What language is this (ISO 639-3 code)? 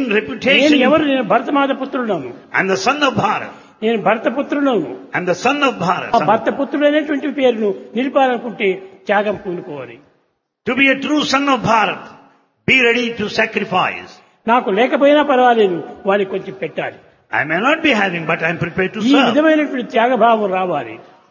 tel